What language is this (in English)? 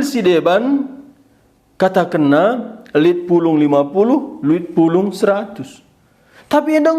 Batak Karo